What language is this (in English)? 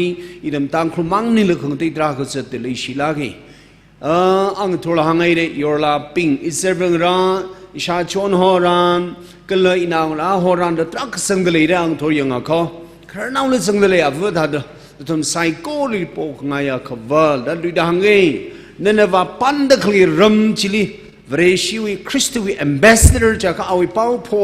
Tangkhul Naga (India)